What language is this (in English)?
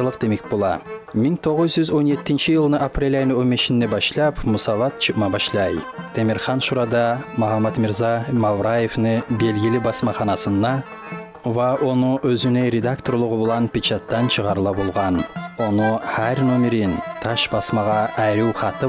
Kumyk